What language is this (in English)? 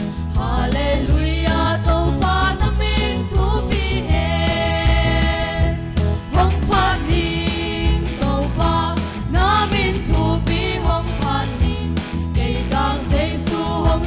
Tedim Chin